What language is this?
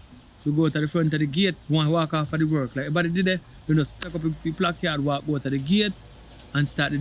Jamaican Creole English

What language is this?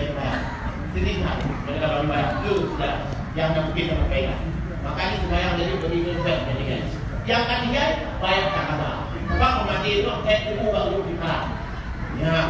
Achinese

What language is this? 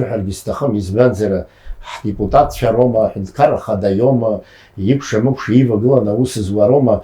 Abkhazian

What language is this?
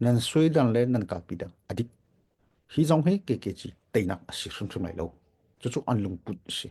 Hakha Chin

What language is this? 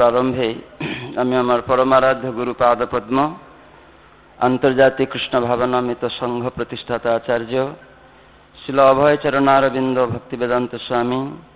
Bangla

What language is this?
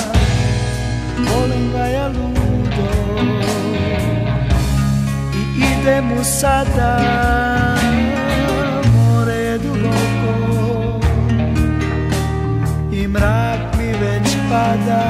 Serbian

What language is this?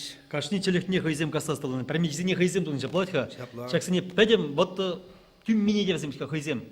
Chuvash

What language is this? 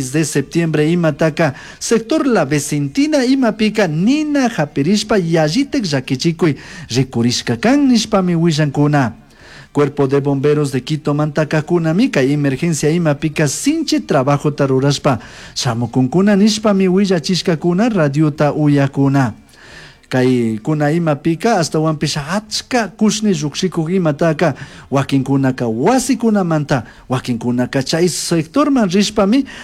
Chimborazo Highland Quichua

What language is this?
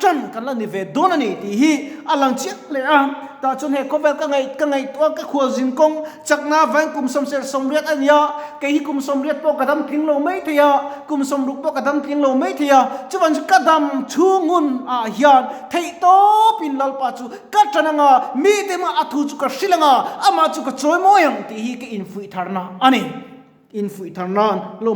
Mizo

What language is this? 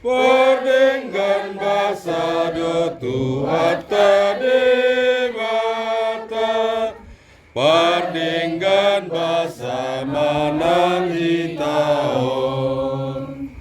Batak Toba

